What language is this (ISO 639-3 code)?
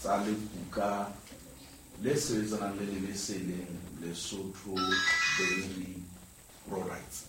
sot